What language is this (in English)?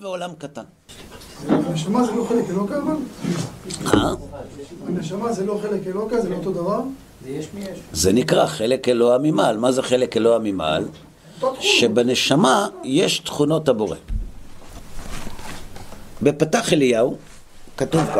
Hebrew